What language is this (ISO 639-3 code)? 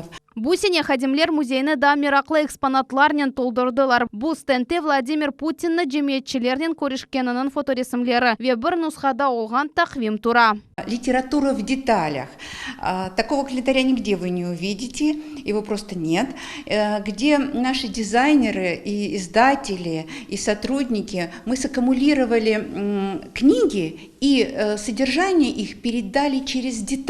crh